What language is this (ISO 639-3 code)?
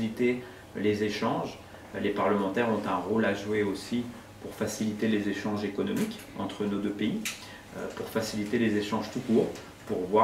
fra